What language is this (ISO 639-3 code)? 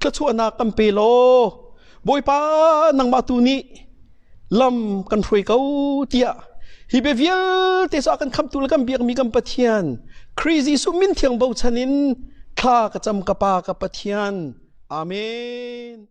cnh